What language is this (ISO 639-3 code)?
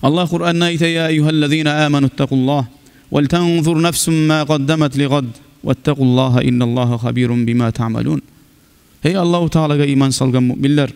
kum